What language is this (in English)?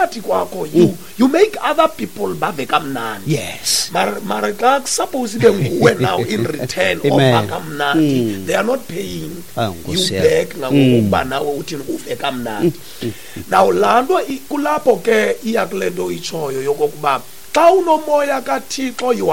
Xhosa